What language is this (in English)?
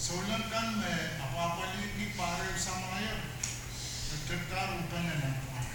Pohnpeian